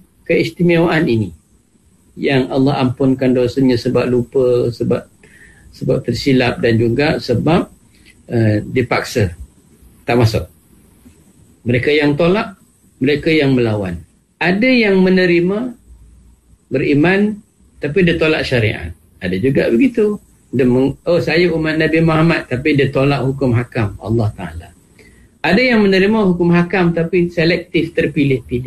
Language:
Malay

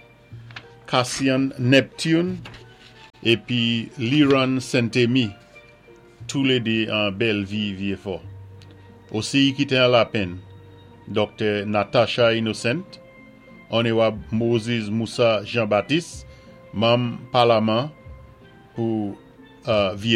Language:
Saint Lucian Creole French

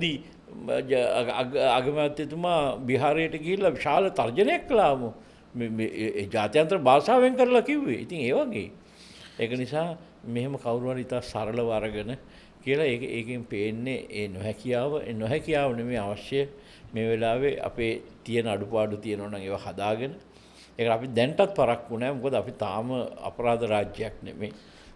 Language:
Sinhala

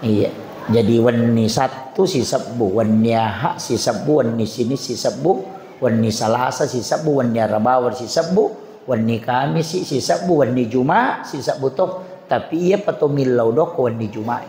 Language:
Buginese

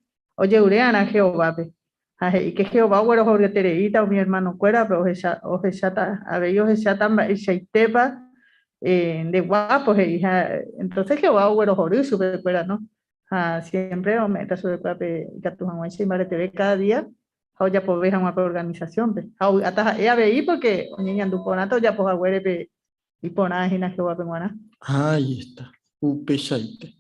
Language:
Guarani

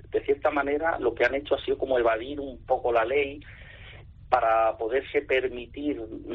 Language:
Spanish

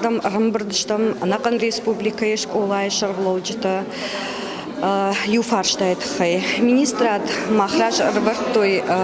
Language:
Ossetic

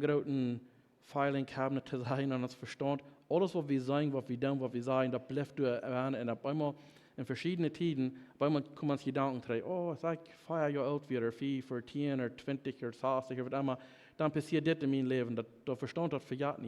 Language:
Plautdietsch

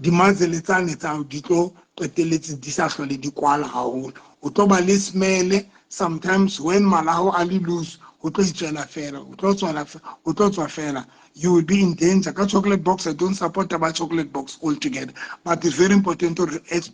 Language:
Southern Sotho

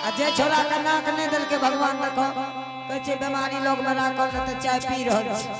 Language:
Angika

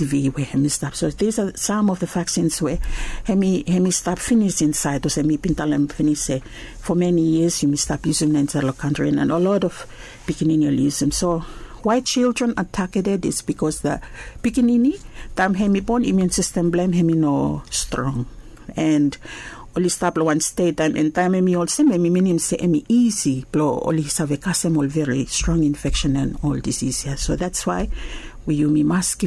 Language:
Bislama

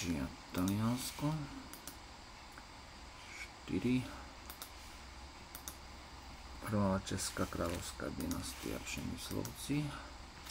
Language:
Slovak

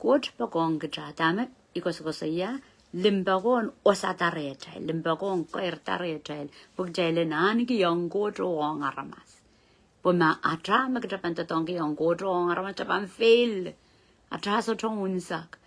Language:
Pohnpeian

